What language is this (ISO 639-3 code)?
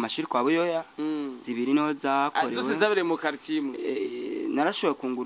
run